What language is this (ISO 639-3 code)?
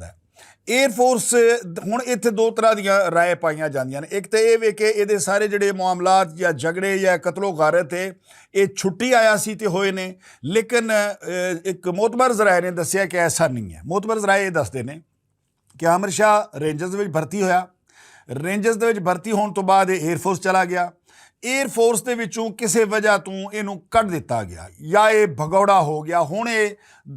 lah